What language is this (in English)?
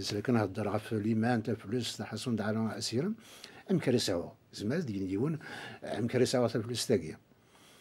Kabyle